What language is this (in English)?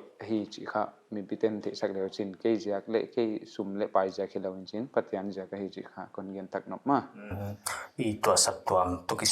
Paite Chin